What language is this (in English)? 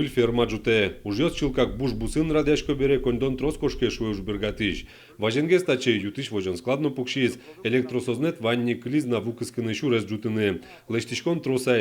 Udmurt